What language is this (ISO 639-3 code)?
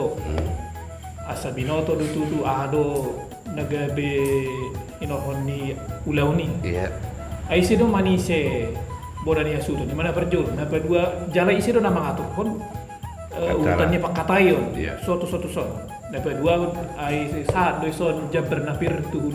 bbc